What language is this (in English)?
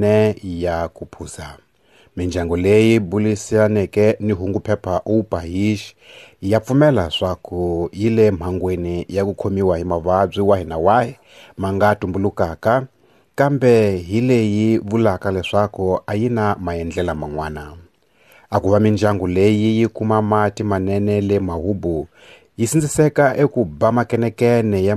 Tsonga